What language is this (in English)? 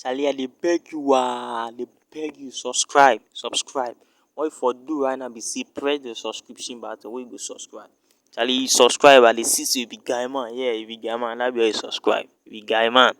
Nigerian Pidgin